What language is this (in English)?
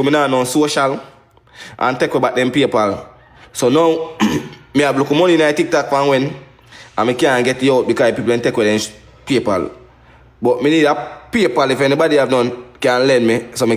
Jamaican Creole English